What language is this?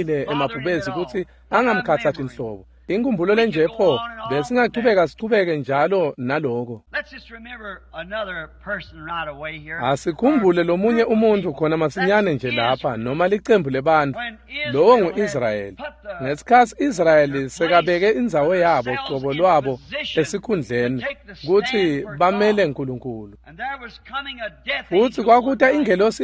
Swati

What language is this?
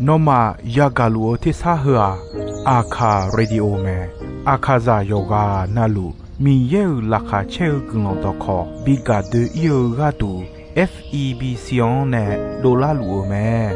Akha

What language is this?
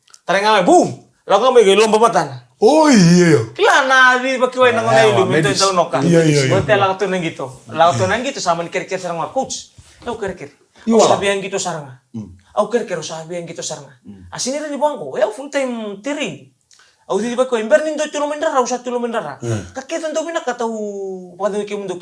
Fijian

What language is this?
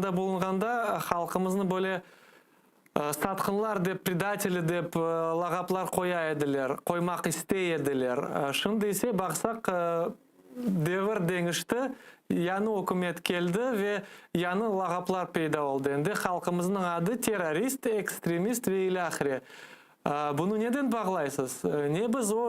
Crimean Tatar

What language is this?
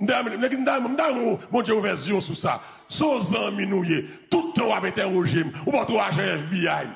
Haitian Creole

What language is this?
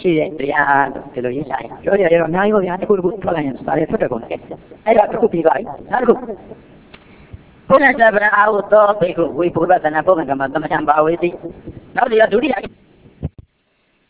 Burmese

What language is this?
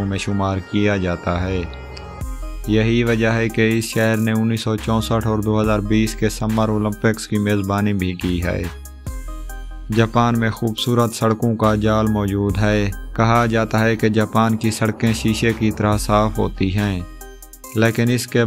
Urdu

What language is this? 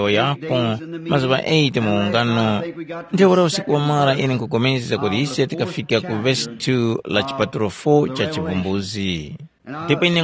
Tumbuka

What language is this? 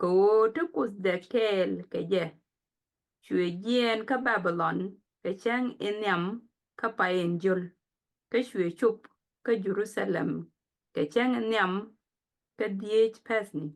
Nuer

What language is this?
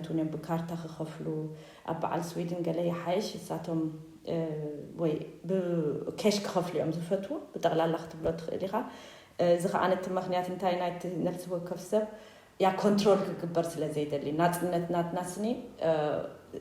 Tigrinya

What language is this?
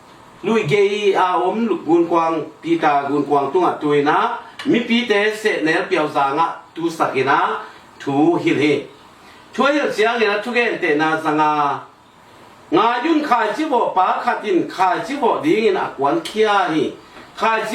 Tedim Chin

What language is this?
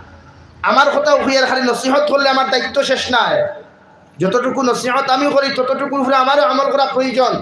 Sylheti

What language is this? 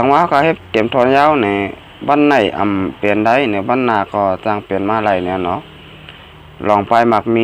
Shan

